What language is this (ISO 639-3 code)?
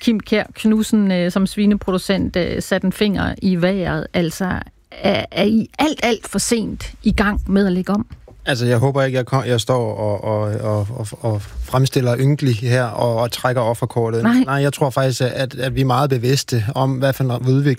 dan